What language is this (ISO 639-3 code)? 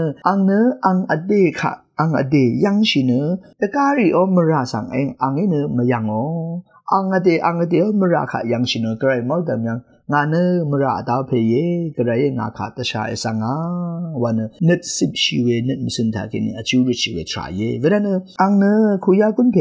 raw